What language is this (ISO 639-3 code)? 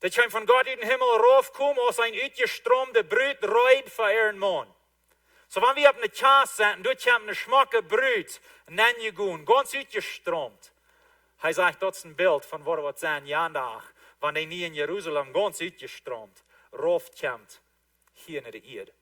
pdt